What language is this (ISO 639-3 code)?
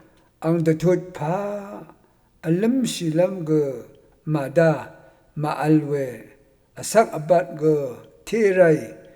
raw